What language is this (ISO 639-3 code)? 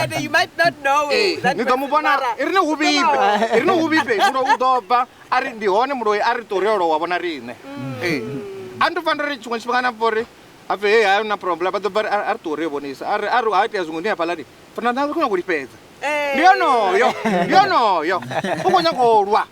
ven